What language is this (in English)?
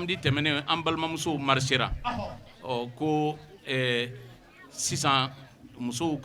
Bambara